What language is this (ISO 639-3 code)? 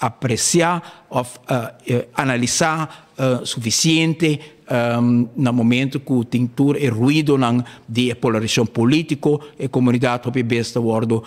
pap